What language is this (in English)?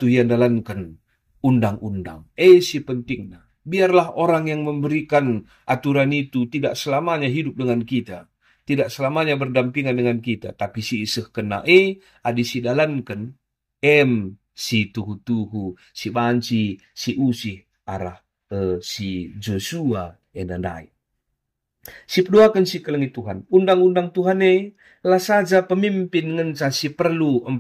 Batak Karo